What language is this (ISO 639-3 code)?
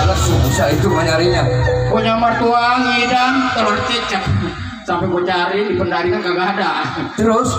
bew